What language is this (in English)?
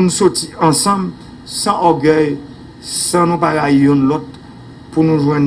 Haitian Creole